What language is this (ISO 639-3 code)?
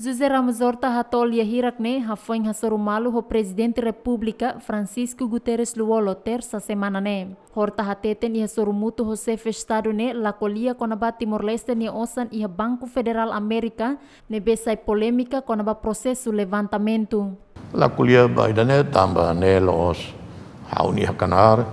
tet